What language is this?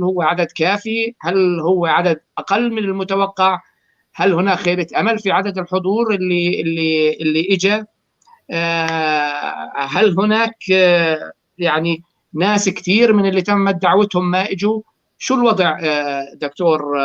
North Levantine Arabic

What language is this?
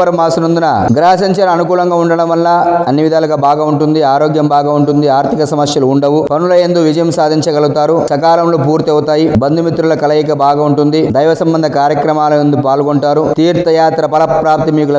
Telugu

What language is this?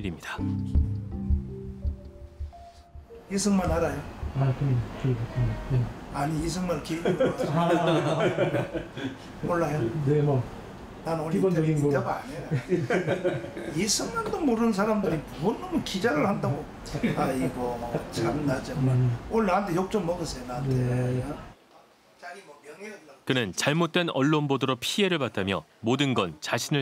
Korean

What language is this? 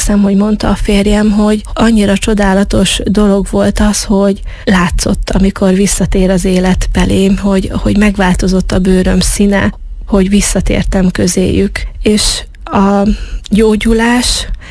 Hungarian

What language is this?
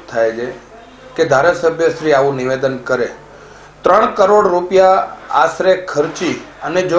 Gujarati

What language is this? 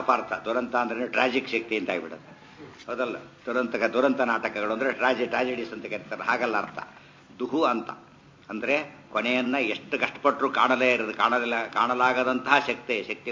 Kannada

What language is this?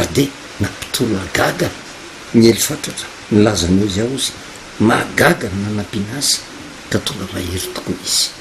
Malagasy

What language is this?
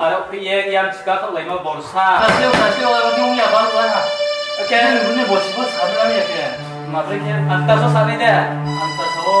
Riang (India)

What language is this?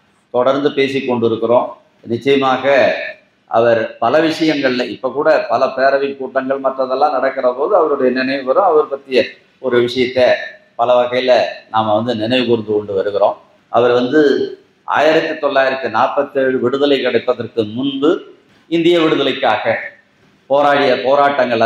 Tamil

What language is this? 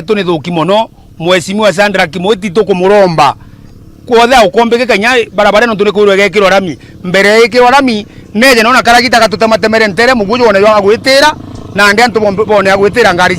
Meru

